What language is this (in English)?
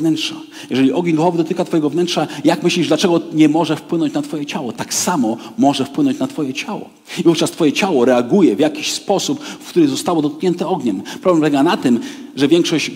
Polish